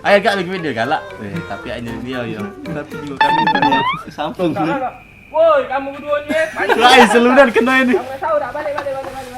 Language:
Musi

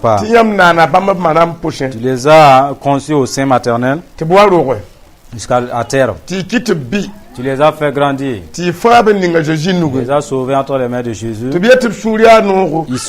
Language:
Mossi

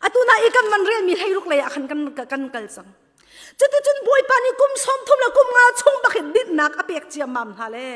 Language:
Hakha Chin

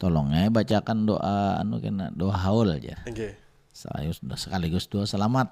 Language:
Banjar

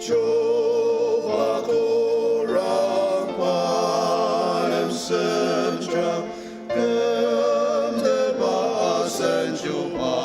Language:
Ao Naga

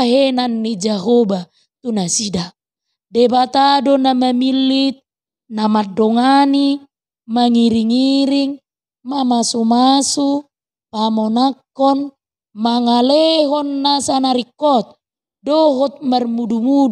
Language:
Batak Toba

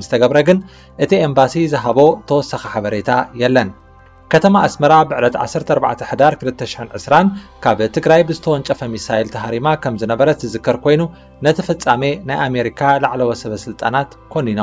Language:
Tigrinya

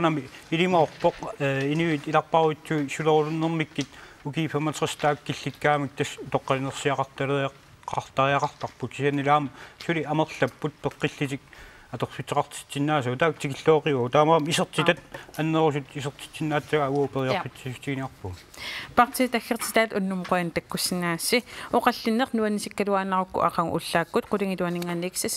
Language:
Kalaallisut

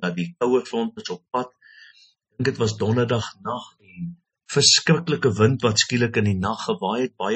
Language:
Afrikaans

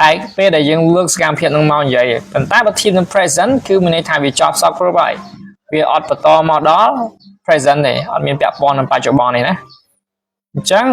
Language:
Khmer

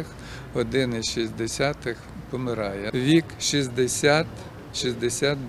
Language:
Ukrainian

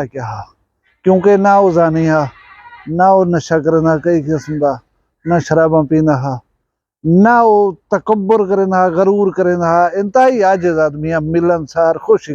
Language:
Saraiki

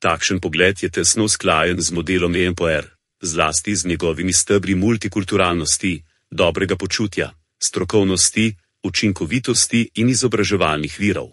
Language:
Slovenian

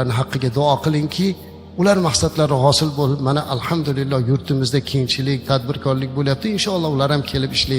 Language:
Uzbek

